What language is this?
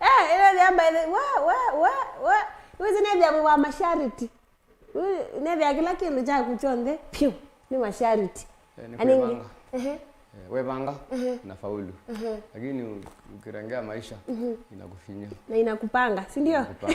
Kamba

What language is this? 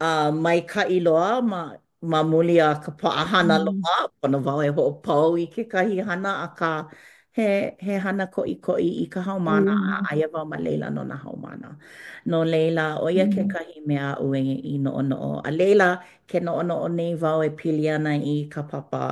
Hawaiian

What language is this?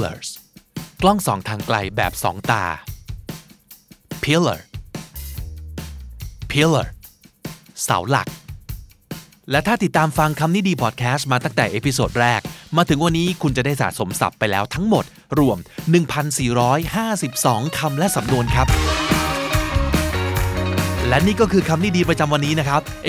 Thai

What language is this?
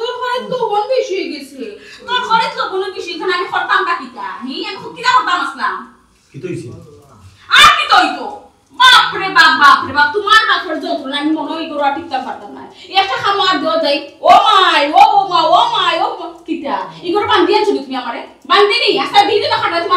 Sylheti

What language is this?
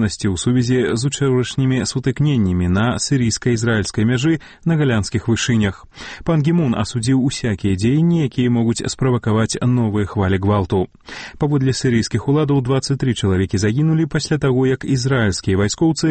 Belarusian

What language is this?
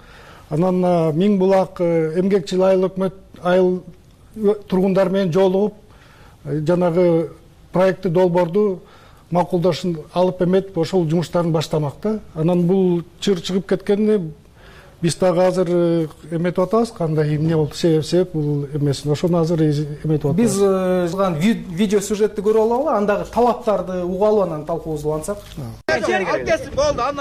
Kyrgyz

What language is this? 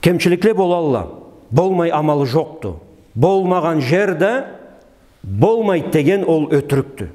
Karachay-Balkar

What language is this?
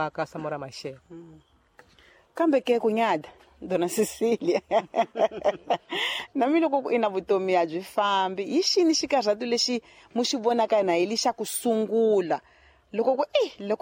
Tsonga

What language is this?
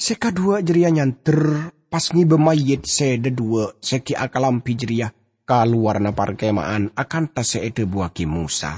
Madurese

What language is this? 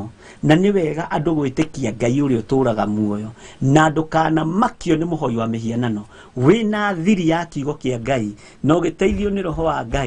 Kikuyu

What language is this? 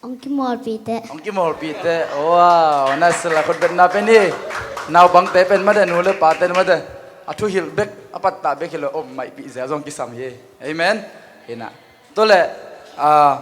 Tedim Chin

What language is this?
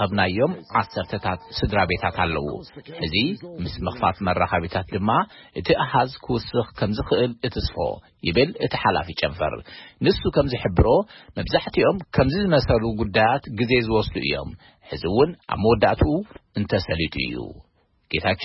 Tigrinya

